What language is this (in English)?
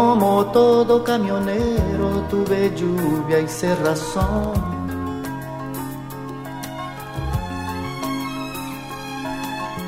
Spanish